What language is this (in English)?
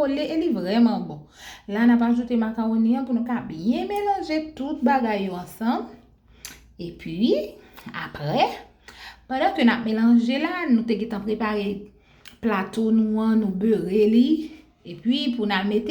Haitian Creole